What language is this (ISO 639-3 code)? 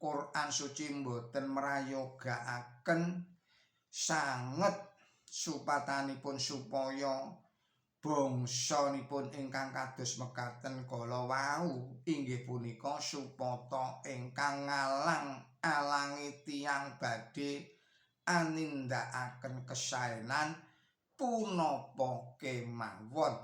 jav